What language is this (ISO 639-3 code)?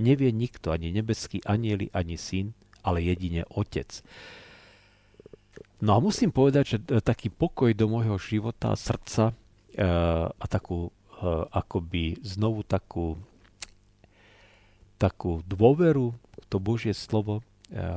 slk